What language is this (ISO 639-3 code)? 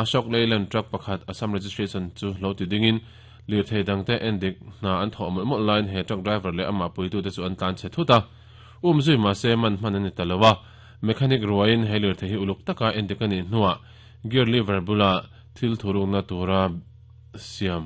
lus